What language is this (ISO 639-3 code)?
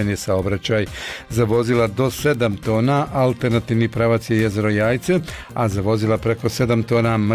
bos